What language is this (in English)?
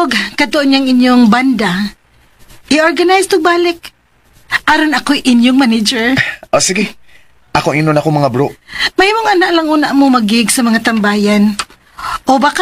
Cebuano